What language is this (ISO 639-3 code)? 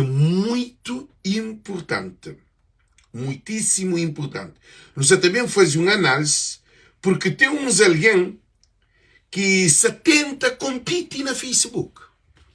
kea